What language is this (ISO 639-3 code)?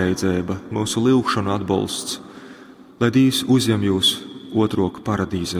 ltg